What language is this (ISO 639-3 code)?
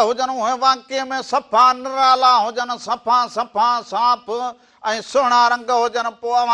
snd